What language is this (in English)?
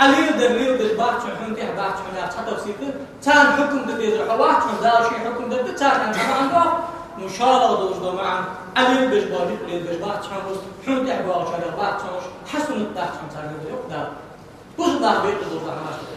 Ingush